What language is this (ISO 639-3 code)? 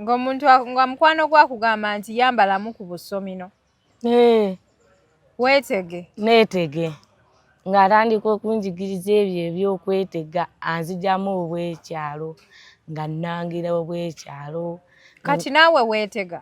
lug